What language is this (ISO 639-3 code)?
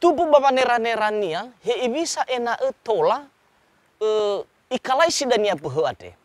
nia